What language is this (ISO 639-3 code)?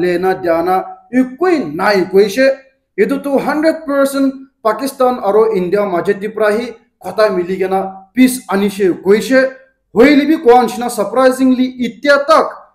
nag